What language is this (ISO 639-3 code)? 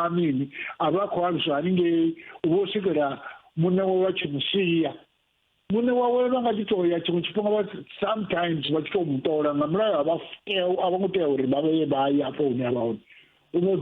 ven